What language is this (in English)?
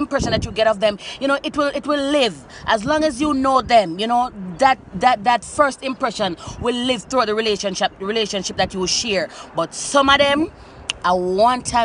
Jamaican Creole English